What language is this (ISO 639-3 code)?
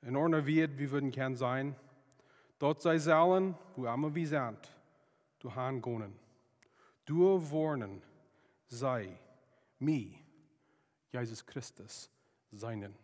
pdt